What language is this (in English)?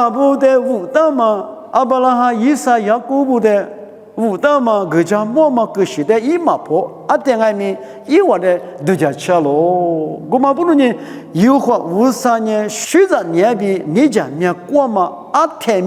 Lisu